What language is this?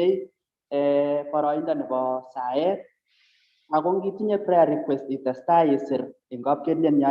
Kalenjin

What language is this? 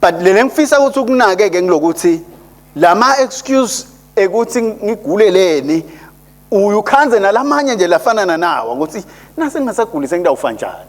Swati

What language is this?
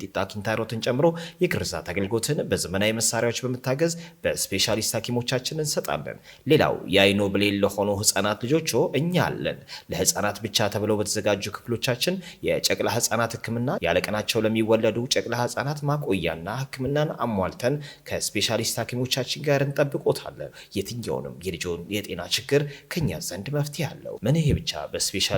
Amharic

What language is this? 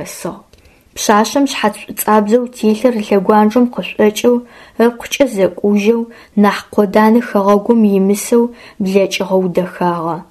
Adyghe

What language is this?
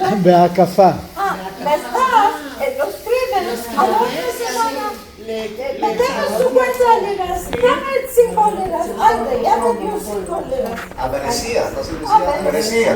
Ladino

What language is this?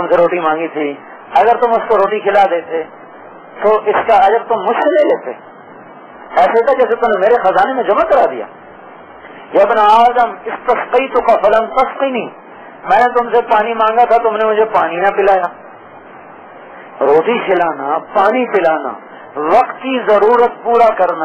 Urdu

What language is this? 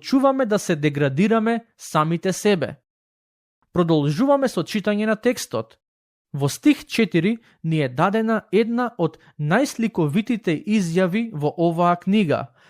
Macedonian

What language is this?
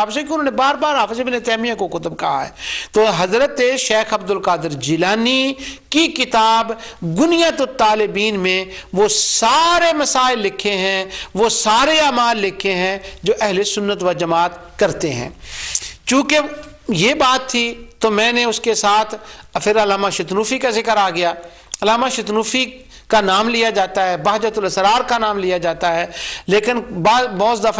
Urdu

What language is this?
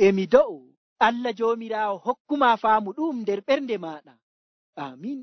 Nigerian Fulfulde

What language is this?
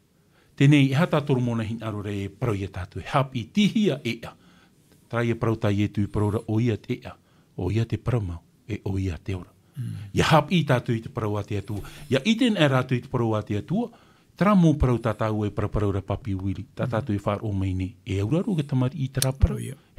Tahitian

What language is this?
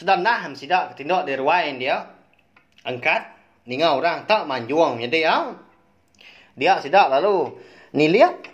Iban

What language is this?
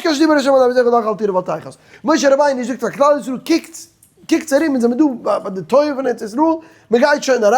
Yiddish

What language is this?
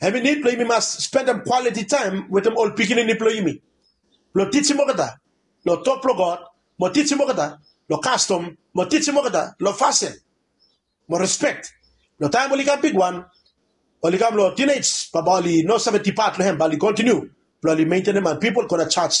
Bislama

